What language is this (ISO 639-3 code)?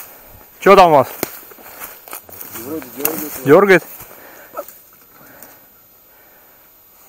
rus